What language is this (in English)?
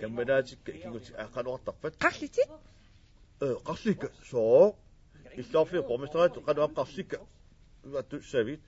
Kalaallisut